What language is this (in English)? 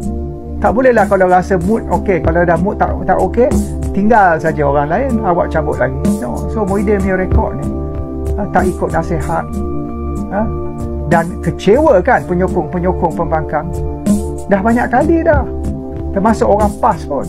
Malay